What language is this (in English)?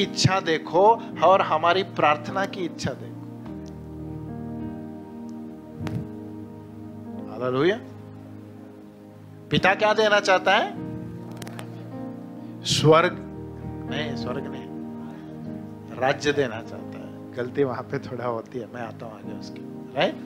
Hindi